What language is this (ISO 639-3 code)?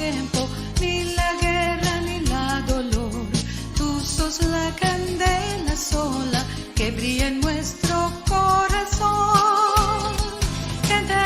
lad